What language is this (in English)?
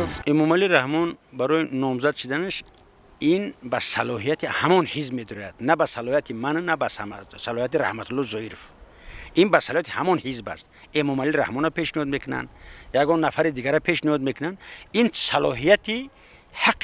Tajik